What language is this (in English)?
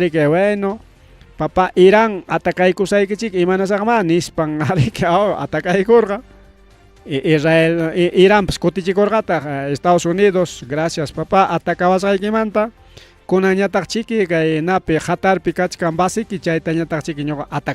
Ayacucho Quechua